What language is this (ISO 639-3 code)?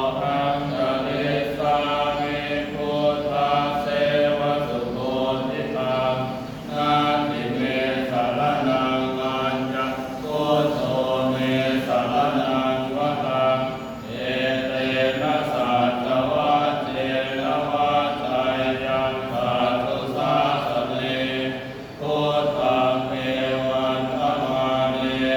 pli